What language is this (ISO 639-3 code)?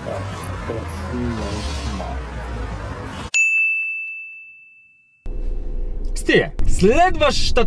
bul